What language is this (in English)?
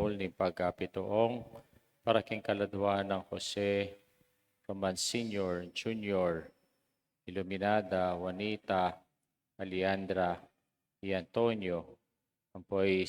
Pampanga